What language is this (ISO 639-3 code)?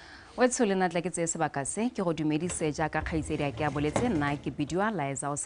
tsn